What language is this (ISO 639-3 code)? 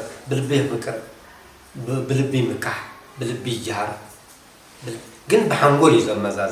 tir